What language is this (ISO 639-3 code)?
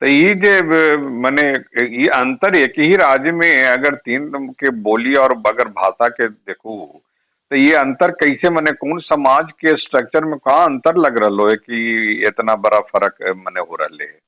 mag